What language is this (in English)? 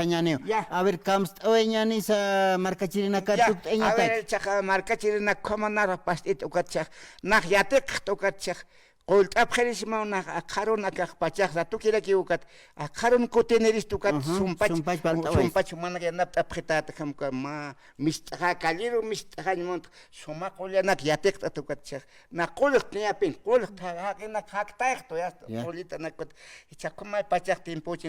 Aymara